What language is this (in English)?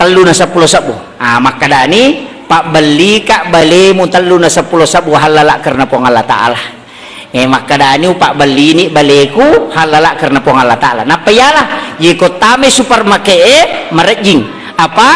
Buginese